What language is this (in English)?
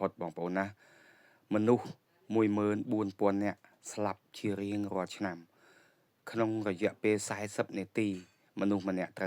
Khmer